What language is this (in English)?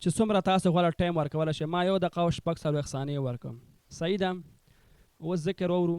Pashto